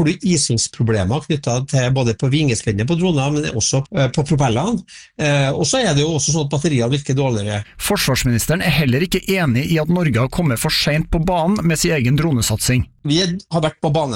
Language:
Norwegian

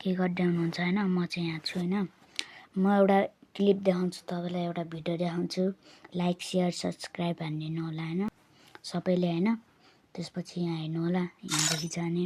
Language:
Nepali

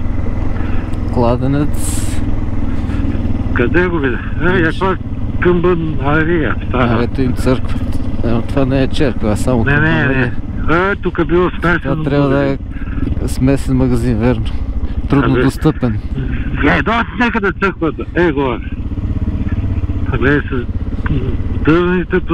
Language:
Bulgarian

